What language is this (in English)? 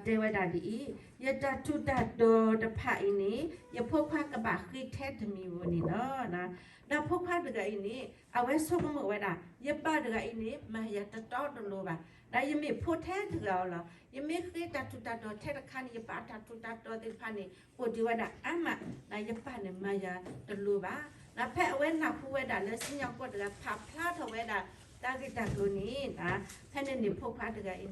S'gaw Karen